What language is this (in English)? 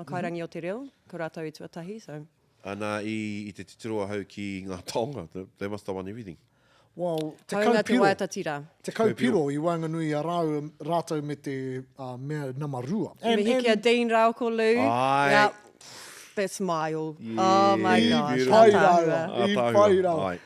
Māori